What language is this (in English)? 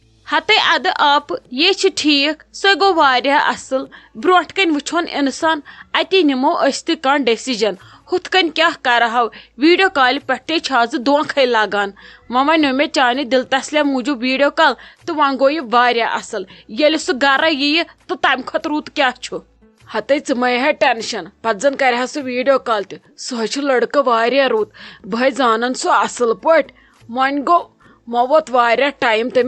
Kashmiri